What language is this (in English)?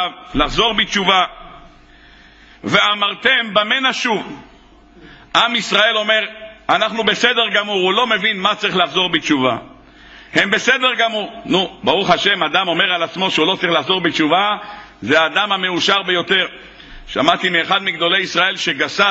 Hebrew